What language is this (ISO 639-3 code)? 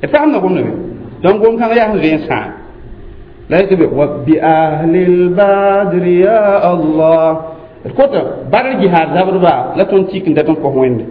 mos